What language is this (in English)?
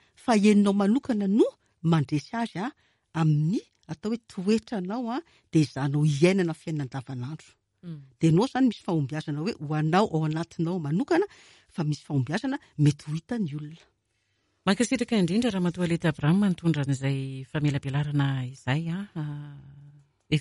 Malagasy